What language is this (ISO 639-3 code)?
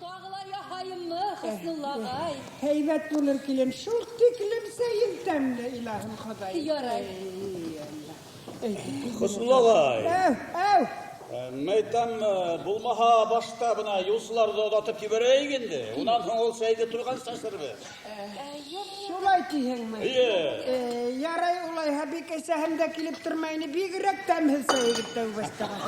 bak